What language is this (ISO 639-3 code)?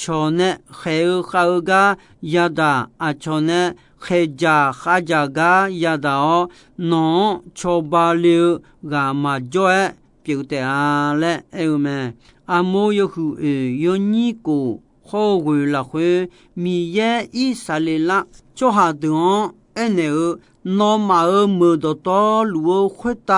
ahk